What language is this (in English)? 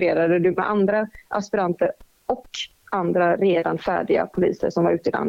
Swedish